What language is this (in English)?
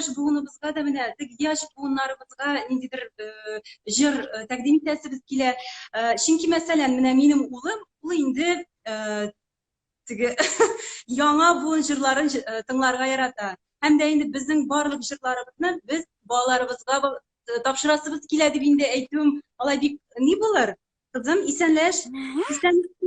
Tatar